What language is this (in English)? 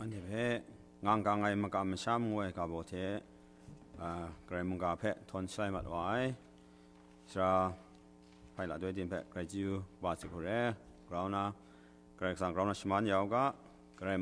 Kachin